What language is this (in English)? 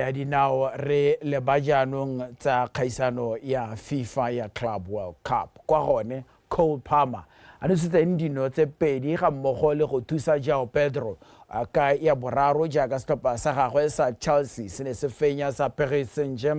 Tswana